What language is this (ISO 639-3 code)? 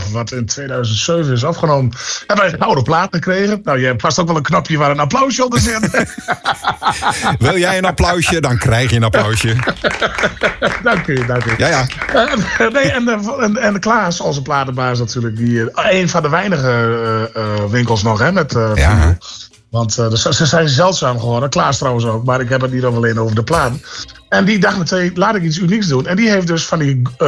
nld